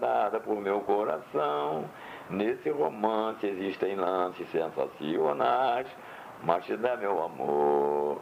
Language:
Portuguese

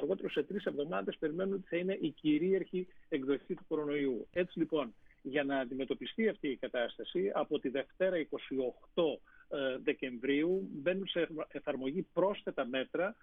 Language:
Greek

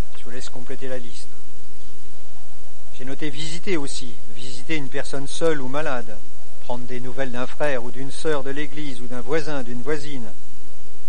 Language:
French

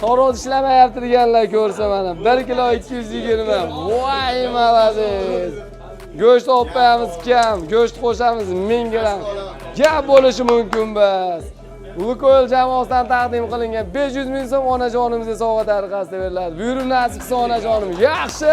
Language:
Uzbek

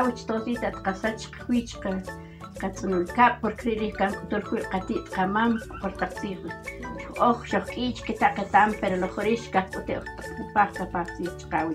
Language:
Uspanteco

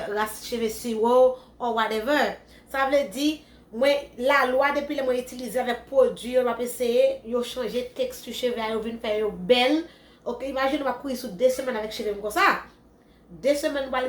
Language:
Haitian Creole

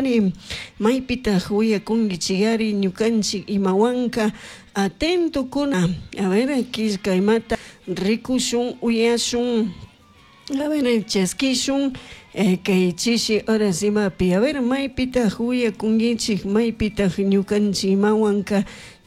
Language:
Chimborazo Highland Quichua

